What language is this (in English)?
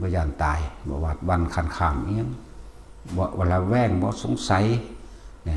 Northeastern Thai